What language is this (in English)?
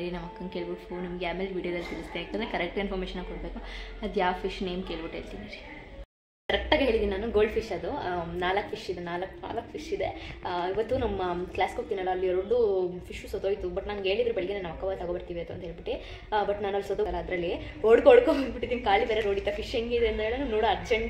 Kannada